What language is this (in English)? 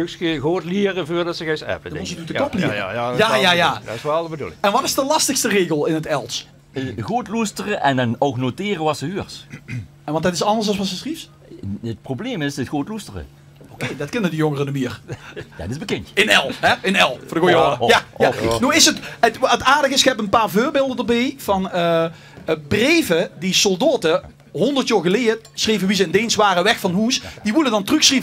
Limburgish